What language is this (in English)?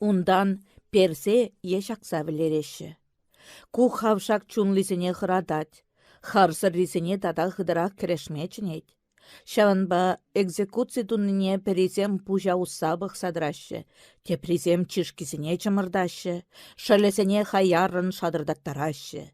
Chuvash